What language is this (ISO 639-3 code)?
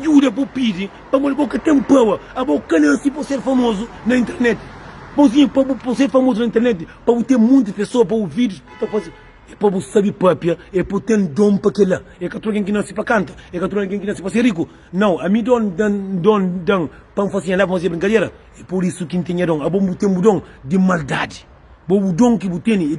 kea